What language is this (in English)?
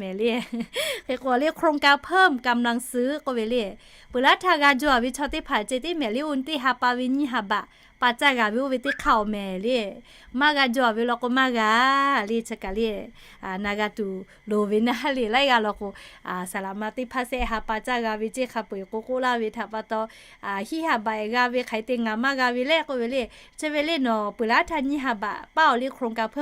Lahu